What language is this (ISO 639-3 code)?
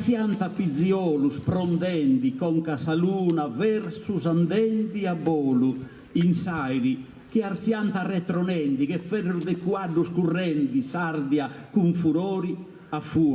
srd